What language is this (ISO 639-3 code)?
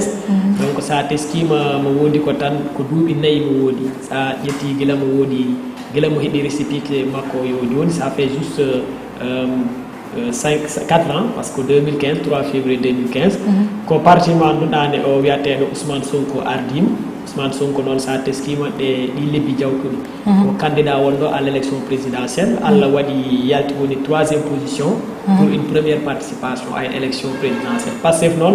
ful